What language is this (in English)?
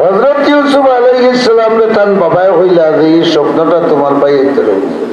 Sylheti